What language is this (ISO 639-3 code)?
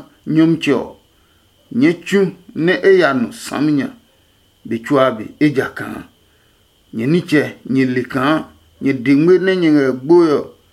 ada